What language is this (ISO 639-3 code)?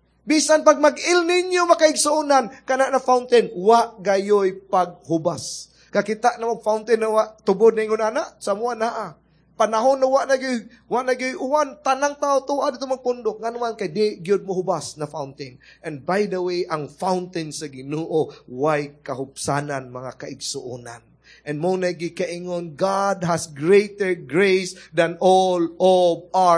ceb